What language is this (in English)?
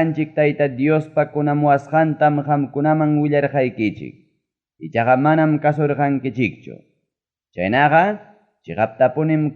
Ayacucho Quechua